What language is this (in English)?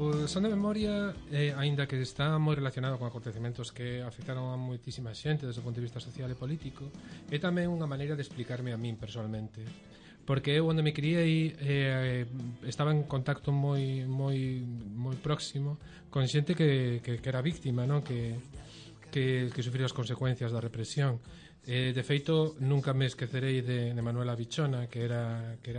Galician